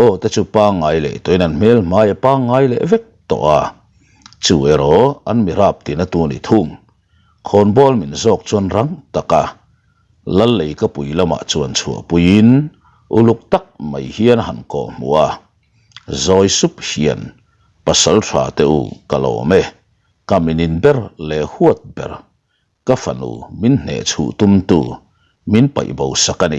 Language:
Mizo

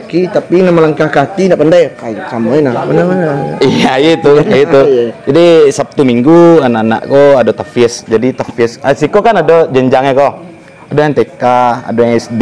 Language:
Minangkabau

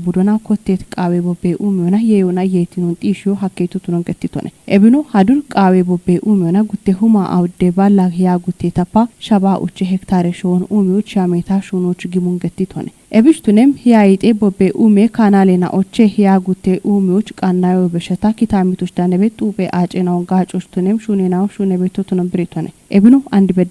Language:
Kafa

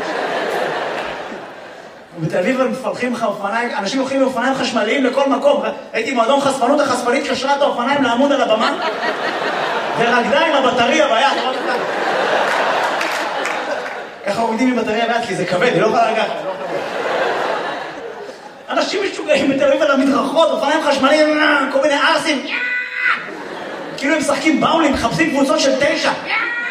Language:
Hebrew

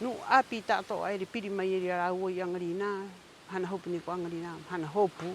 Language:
Rapanui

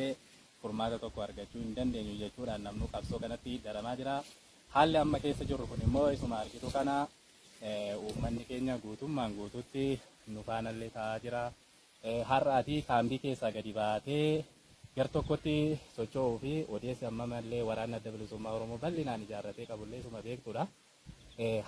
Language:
Oromo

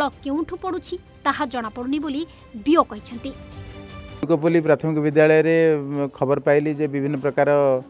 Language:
Odia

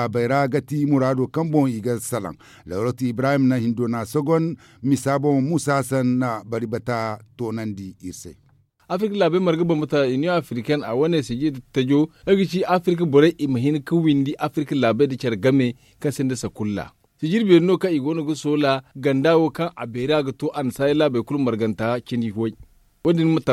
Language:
Zarma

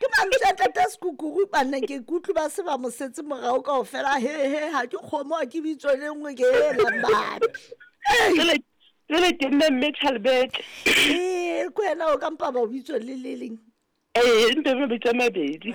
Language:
Southern Sotho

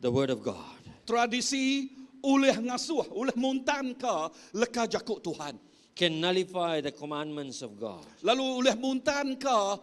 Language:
Iban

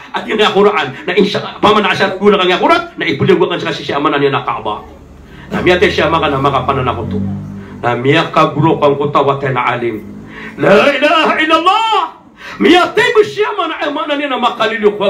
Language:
Maranao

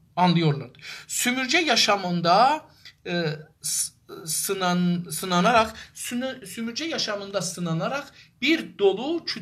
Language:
South Azerbaijani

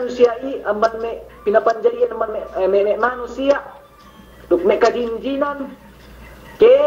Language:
Yakan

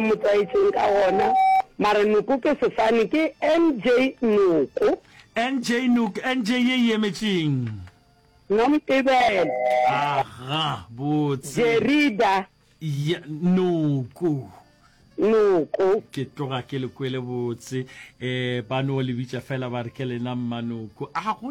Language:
Northern Sotho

